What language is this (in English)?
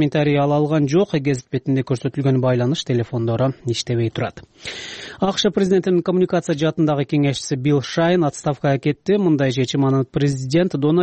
Kyrgyz